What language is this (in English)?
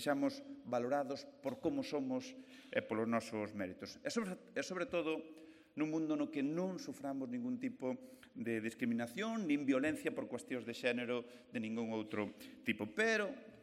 Galician